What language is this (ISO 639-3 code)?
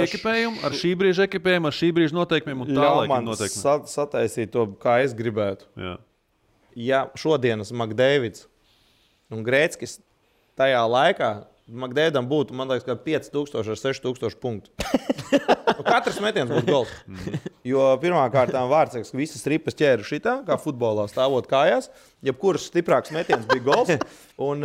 lav